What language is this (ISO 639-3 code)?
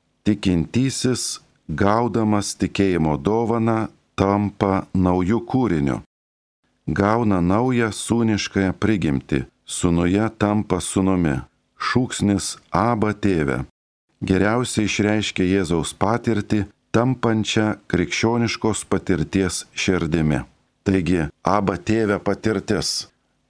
lit